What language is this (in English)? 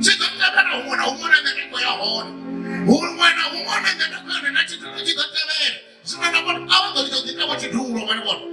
Venda